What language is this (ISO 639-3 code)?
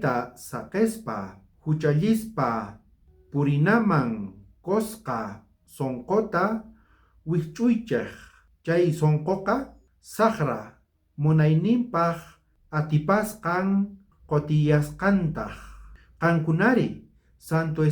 quh